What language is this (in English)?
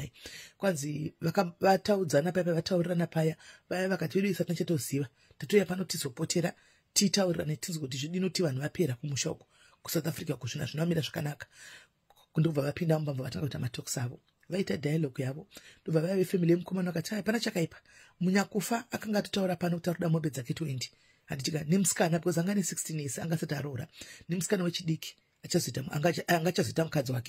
Shona